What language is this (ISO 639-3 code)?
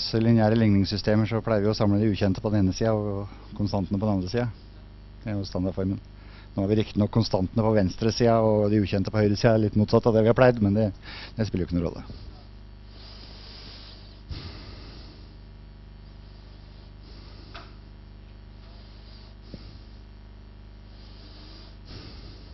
nor